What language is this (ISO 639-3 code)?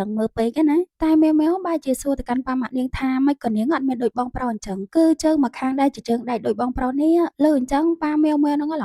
khm